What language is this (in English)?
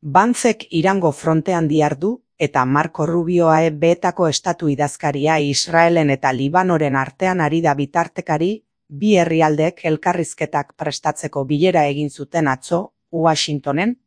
Basque